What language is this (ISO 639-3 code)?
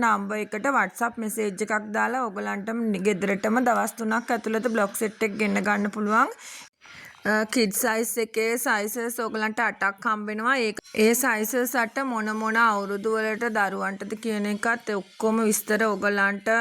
sin